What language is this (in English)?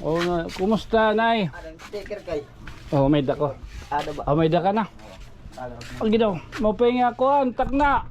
Waray